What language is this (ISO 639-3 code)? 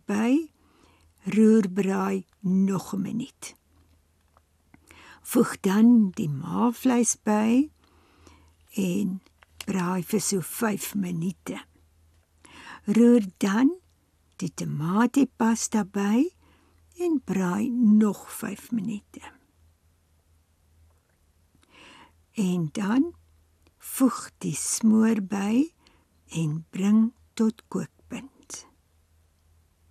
afr